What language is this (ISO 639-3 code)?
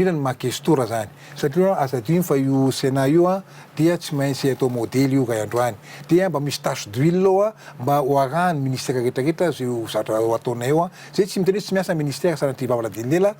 mlg